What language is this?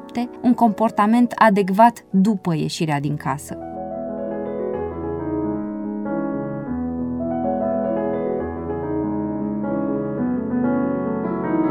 Romanian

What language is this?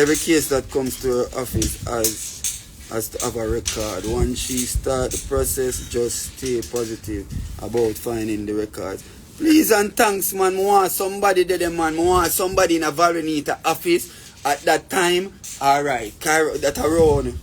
Jamaican Creole English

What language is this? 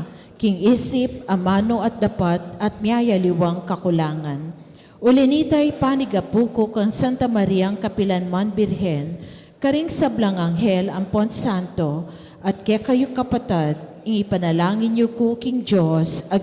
Pampanga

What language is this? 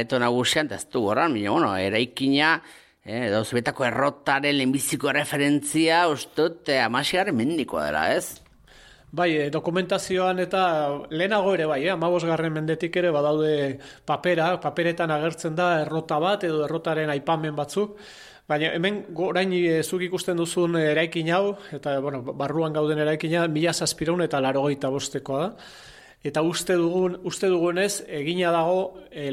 Basque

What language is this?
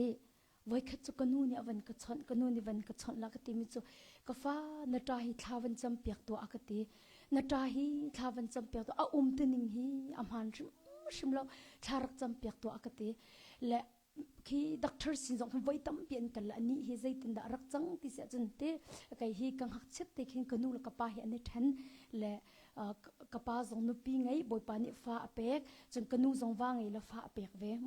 Hakha Chin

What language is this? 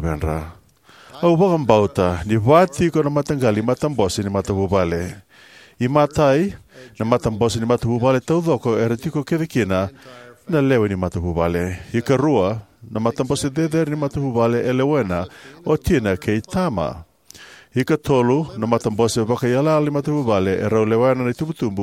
Fijian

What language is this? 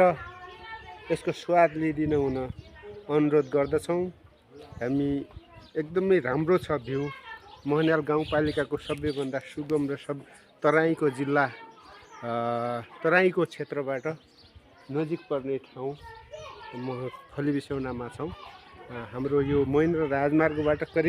Nepali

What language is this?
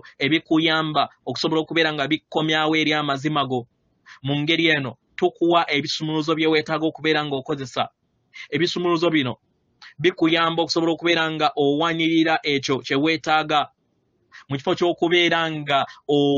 Ganda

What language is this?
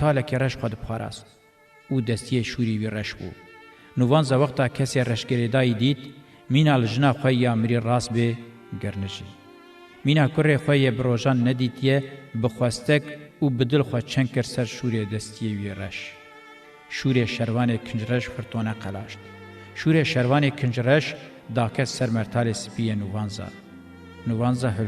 Kurdish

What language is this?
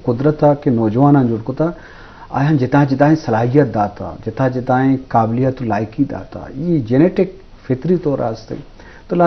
Eastern Balochi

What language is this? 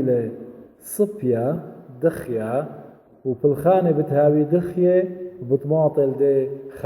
Assyrian Neo-Aramaic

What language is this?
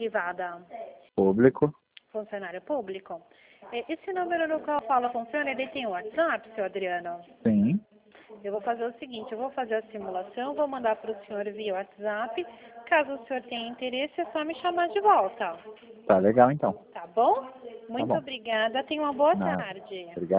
Portuguese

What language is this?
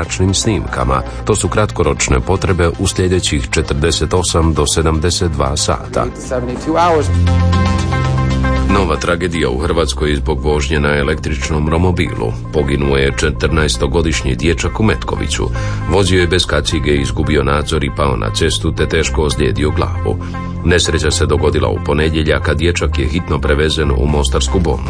Croatian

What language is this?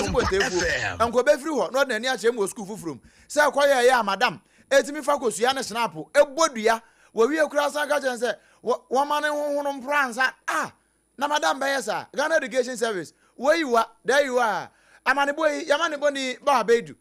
Akan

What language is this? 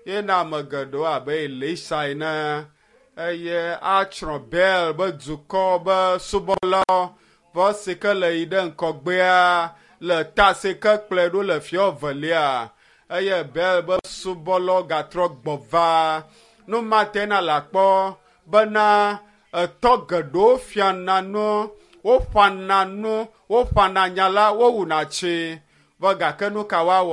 Ewe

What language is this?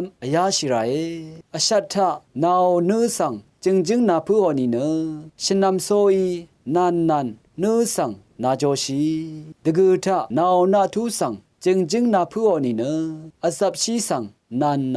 Rawang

